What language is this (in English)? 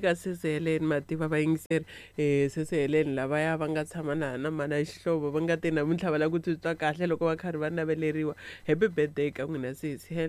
Tsonga